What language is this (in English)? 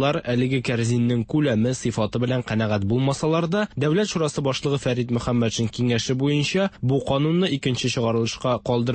Tatar